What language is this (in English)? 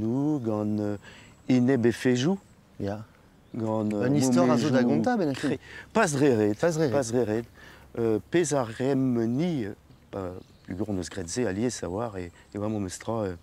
Breton